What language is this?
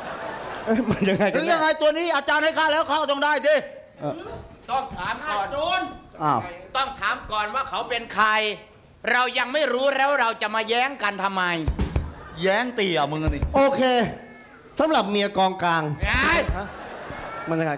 Thai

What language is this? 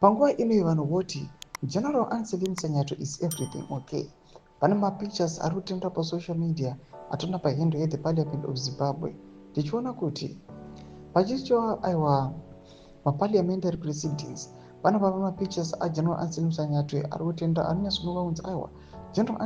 Shona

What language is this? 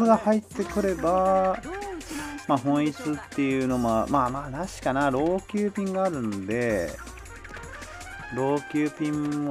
Japanese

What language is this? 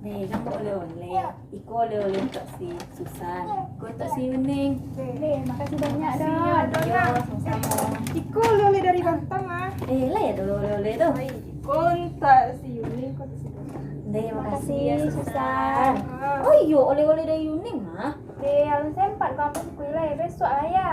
Minangkabau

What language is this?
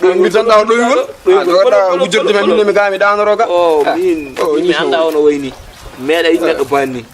Fula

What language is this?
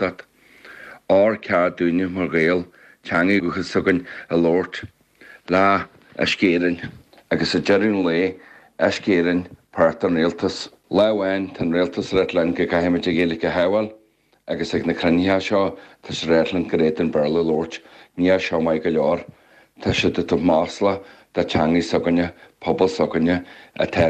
Irish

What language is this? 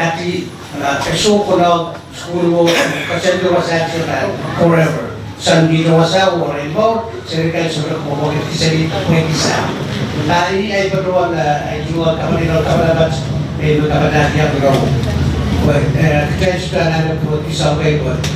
Pohnpeian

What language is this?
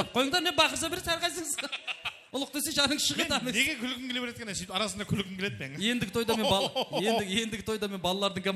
Kara-Kalpak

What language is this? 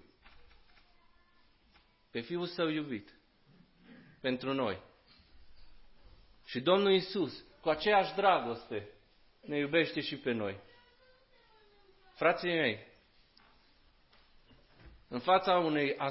Romanian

